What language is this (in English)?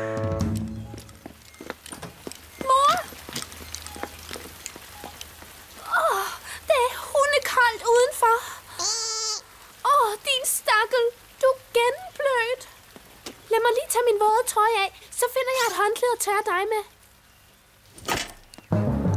Danish